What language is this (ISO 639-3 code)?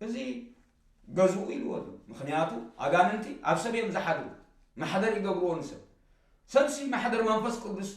tir